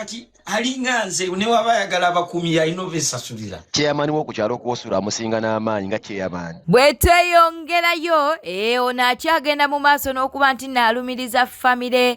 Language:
Ganda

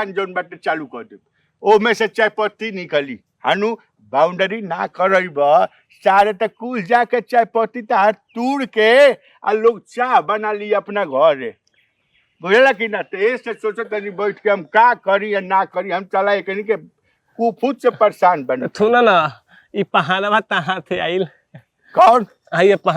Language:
Bhojpuri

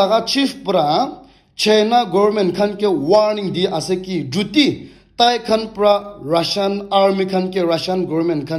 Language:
Naga Pidgin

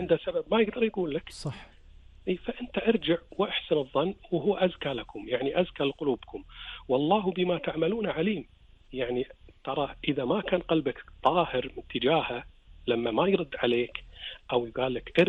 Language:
Gulf Arabic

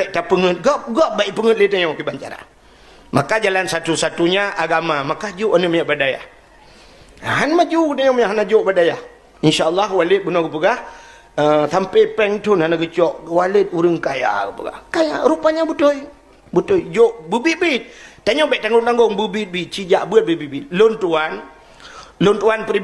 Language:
Achinese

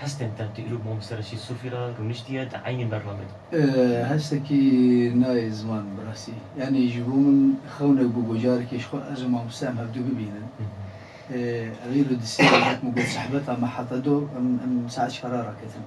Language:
Kurdish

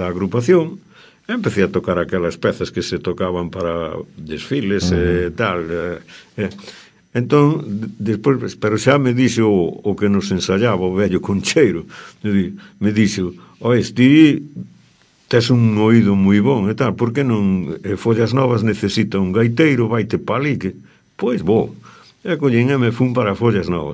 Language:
Galician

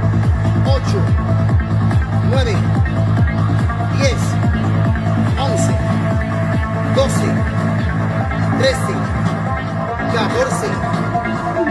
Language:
Spanish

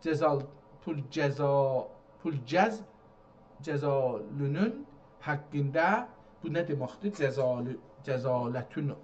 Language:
South Azerbaijani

